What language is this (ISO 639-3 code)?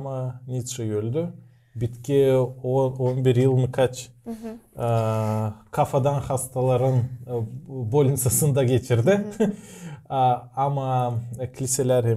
gag